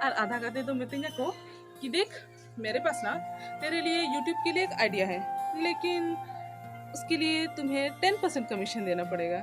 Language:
Santali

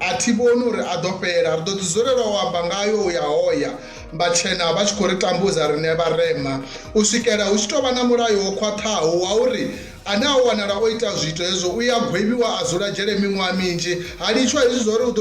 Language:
Venda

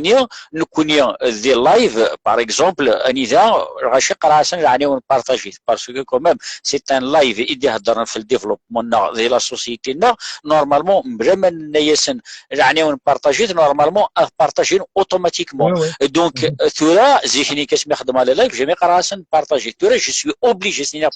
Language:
Kabyle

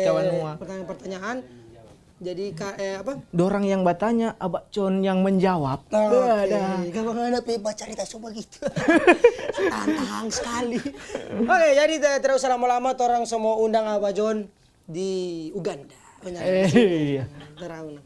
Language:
Manado Malay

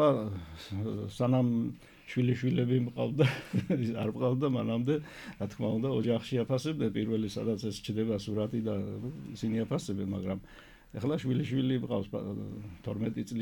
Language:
Georgian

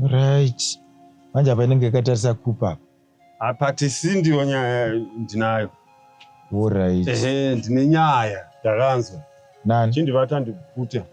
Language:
Shona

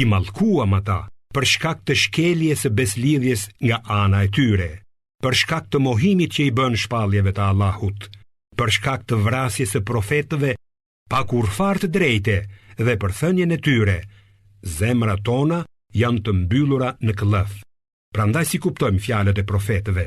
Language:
Albanian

